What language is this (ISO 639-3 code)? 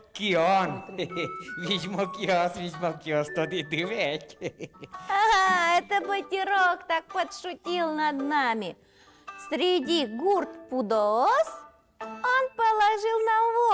udm